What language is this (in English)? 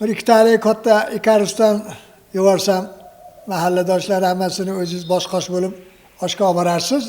Uzbek